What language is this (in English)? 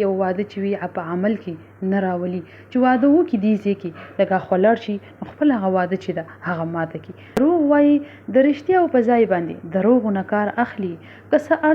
Pashto